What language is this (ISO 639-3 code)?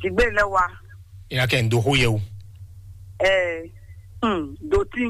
fon